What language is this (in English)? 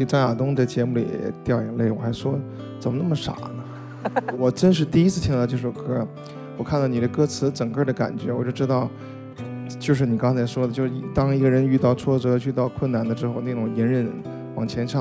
Chinese